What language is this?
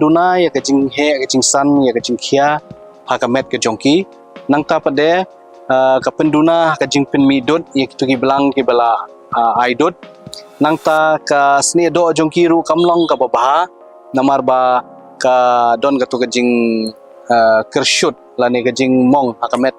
Khasi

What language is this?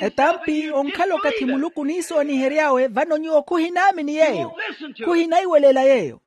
Makhuwa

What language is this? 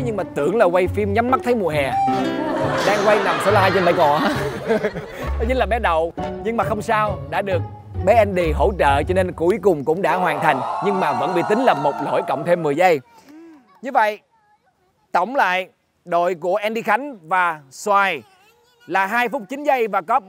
Vietnamese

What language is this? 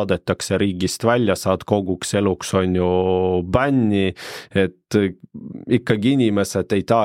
Estonian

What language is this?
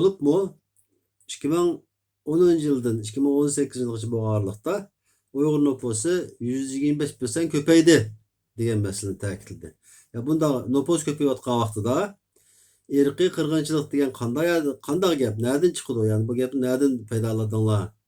Uyghur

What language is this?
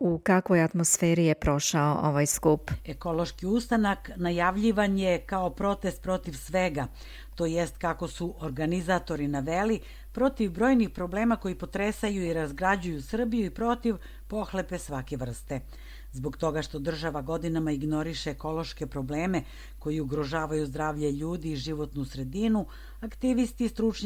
Serbian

